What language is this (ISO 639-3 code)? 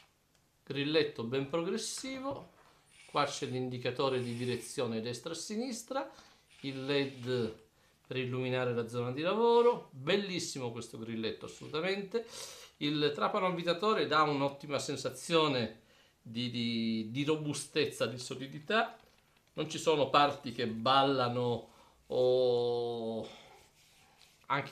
ita